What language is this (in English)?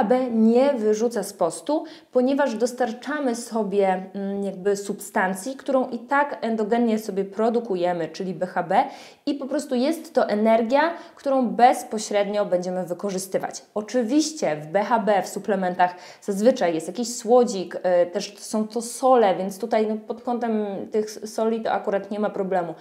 Polish